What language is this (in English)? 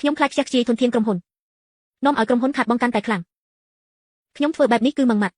Khmer